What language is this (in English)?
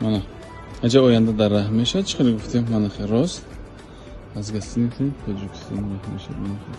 Tajik